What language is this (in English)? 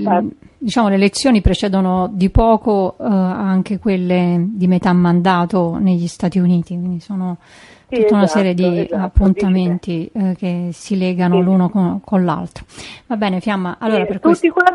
Italian